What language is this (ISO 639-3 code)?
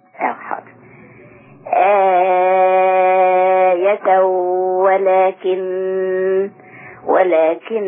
ara